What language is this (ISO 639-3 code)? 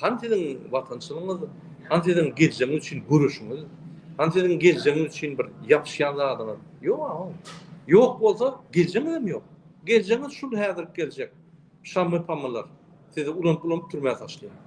tuk